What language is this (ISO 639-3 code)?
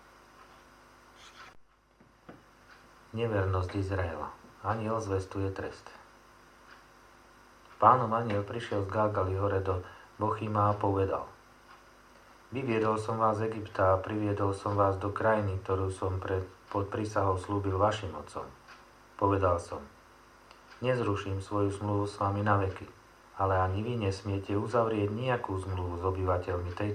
slk